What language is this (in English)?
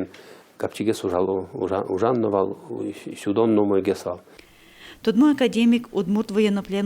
Udmurt